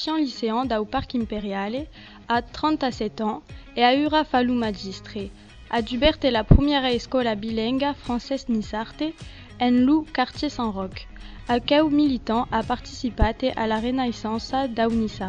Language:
Occitan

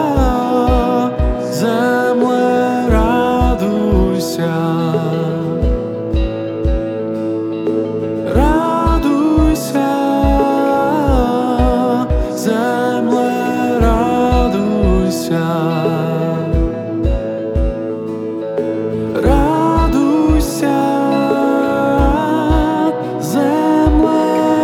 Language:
Ukrainian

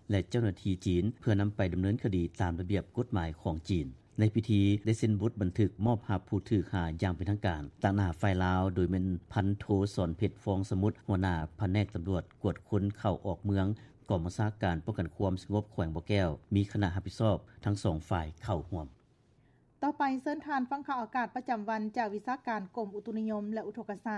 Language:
Lao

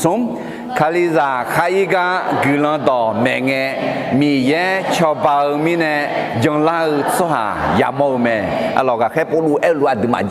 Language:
Akha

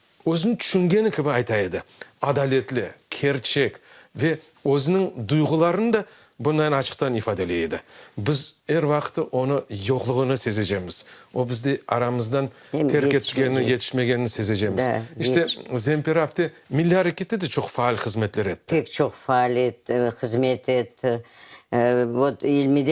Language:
Crimean Tatar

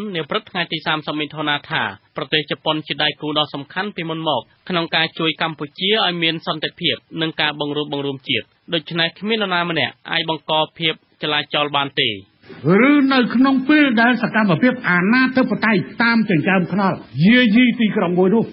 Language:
Khmer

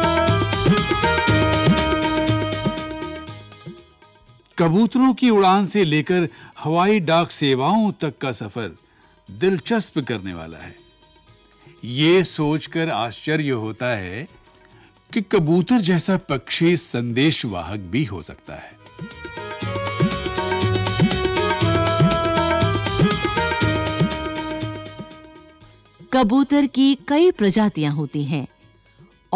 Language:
Hindi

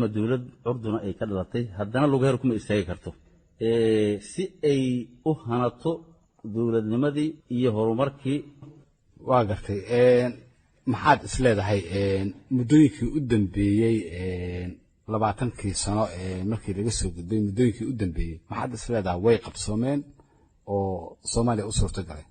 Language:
Somali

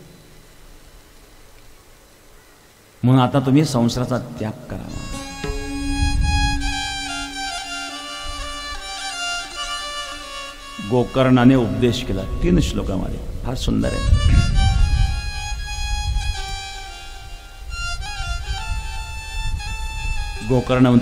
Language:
Marathi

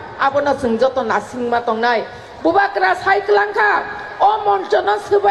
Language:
Kok Borok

